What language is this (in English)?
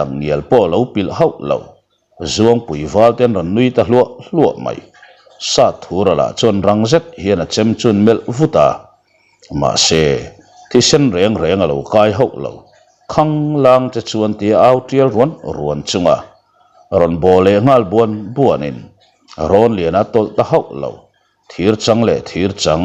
Mizo